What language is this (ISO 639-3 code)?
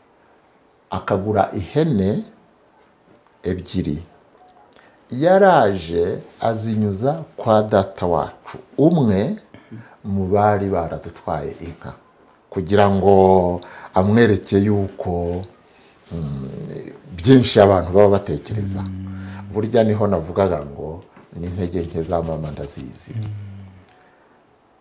kin